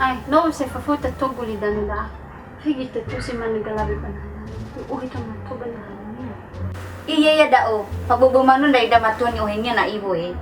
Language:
Nias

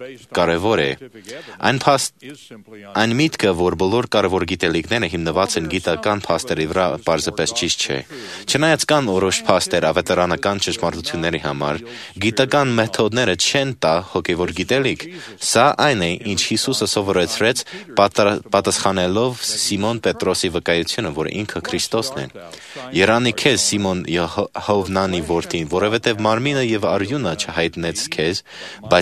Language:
Armenian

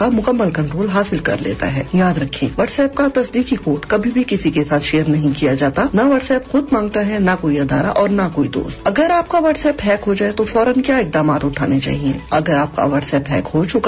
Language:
Urdu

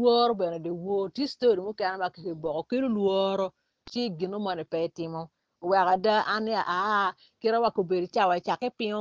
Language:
Acoli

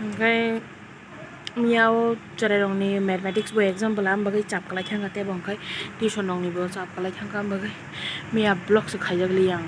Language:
Kok Borok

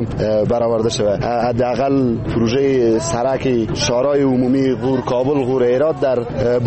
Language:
Persian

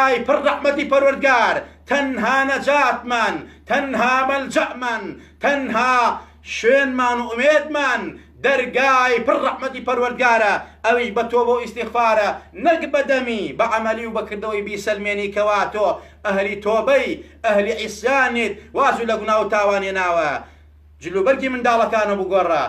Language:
Central Kurdish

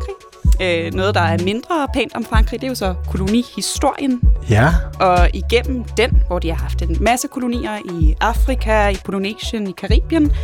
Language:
Danish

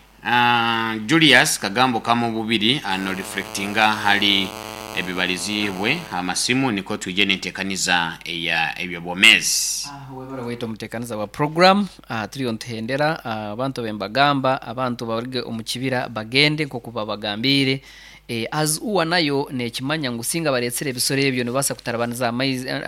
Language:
Nyoro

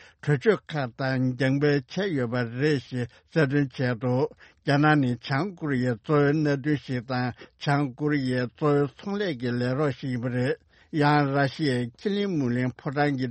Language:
Tibetan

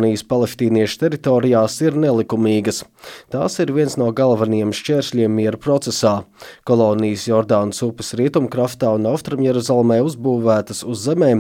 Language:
Latvian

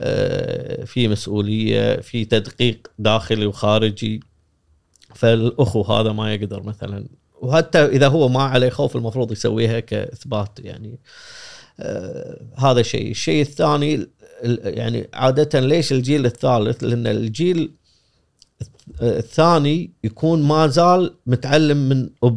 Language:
Gulf Arabic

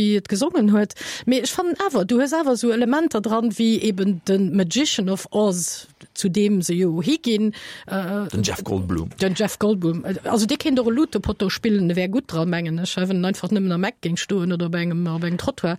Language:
Luxembourgish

